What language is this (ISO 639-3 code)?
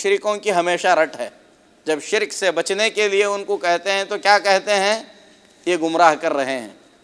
urd